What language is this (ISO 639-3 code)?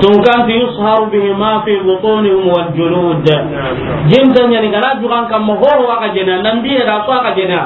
snk